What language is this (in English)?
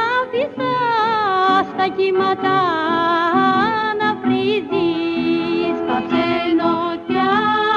Greek